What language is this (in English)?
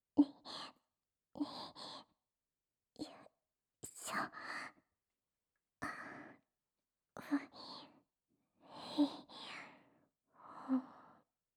Japanese